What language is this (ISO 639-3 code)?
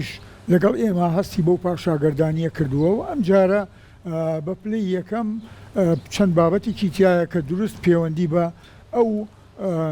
ckb